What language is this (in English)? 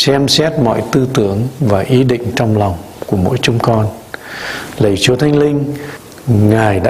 Vietnamese